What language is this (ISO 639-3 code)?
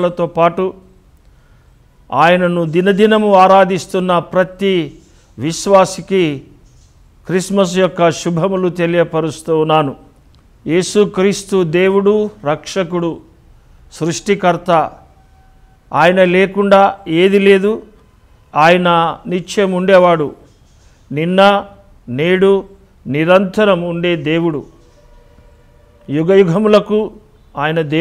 tel